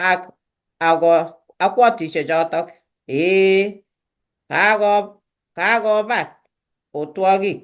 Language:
Kalenjin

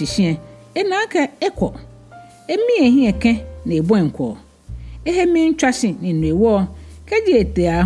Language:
Ga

